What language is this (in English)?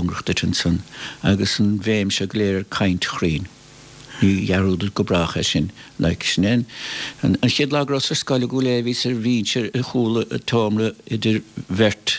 Irish